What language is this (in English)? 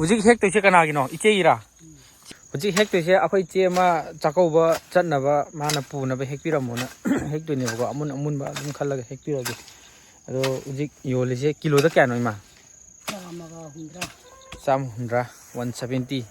Manipuri